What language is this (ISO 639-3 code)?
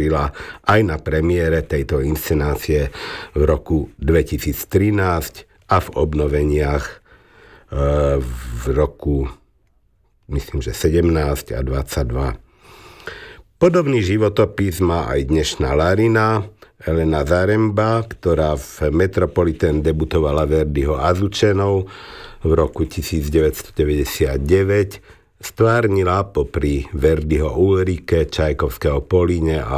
slk